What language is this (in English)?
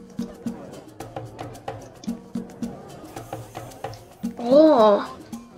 Danish